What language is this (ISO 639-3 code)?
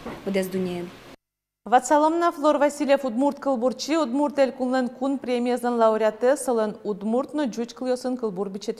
udm